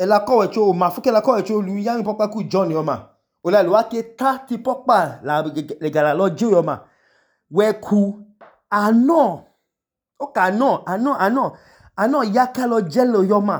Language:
Idoma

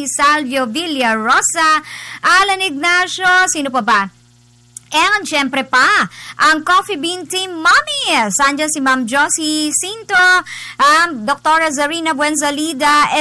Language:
Filipino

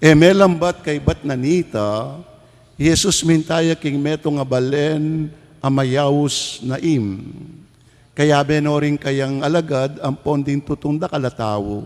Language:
Pampanga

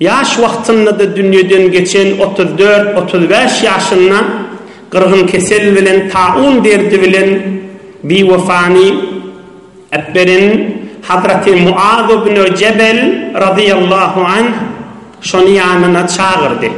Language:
Turkmen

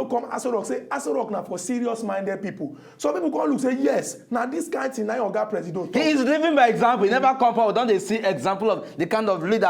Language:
Nigerian Pidgin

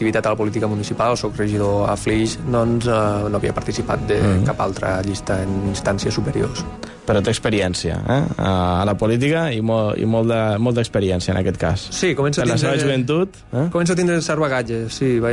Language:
Catalan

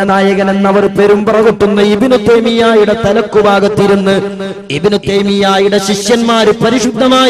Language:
Malayalam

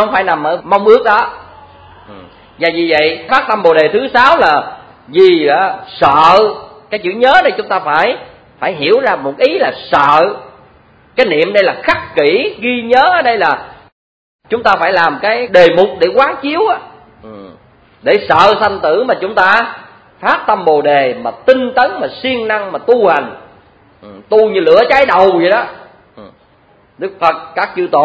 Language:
Vietnamese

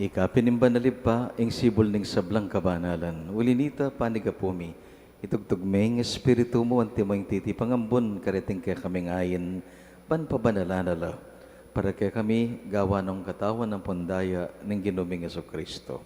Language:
Pampanga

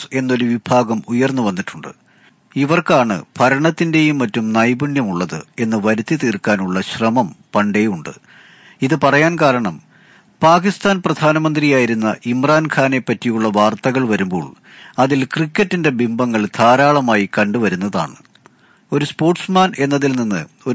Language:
Malayalam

